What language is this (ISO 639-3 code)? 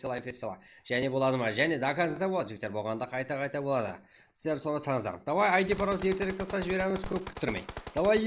kaa